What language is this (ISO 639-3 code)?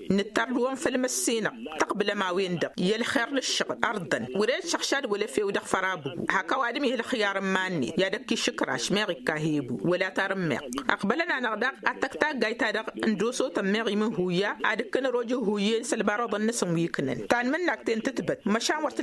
taq